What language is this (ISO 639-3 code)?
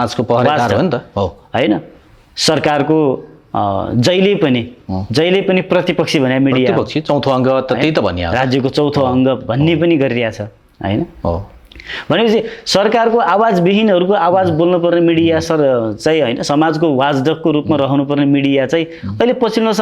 nep